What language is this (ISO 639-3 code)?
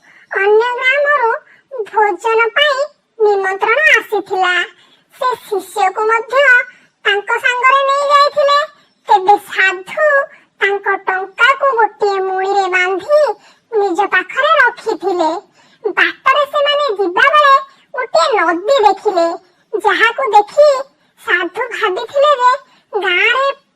ori